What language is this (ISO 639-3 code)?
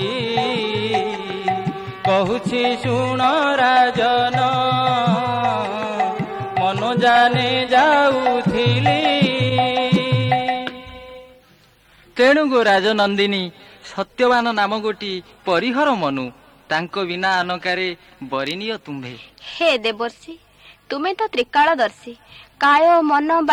ori